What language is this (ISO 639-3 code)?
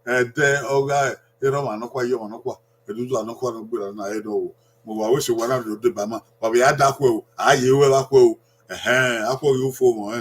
bin